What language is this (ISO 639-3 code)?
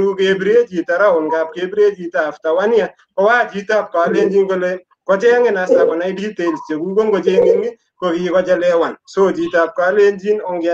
kln